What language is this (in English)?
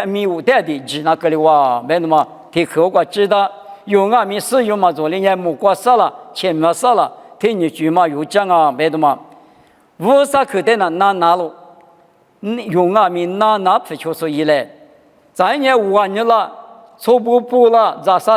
Lisu